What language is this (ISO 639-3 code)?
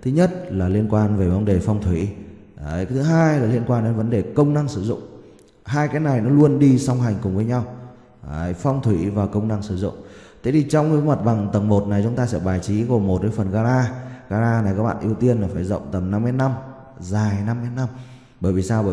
vie